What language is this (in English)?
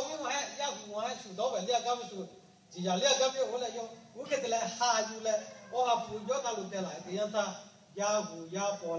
Lahu